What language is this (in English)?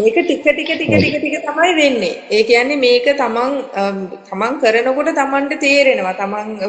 Sinhala